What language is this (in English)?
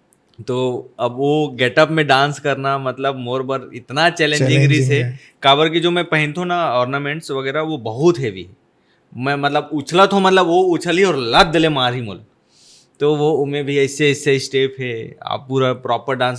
Chhattisgarhi